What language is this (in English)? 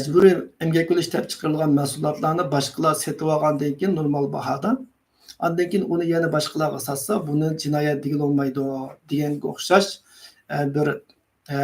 Uyghur